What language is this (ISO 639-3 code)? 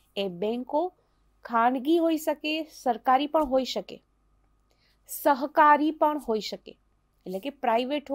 guj